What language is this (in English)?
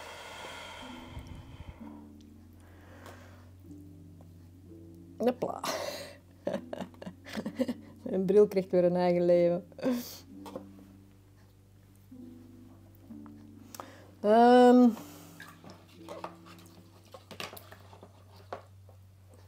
Dutch